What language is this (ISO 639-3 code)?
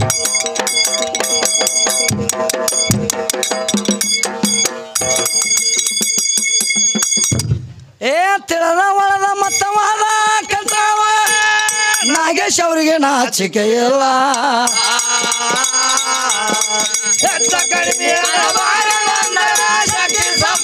kan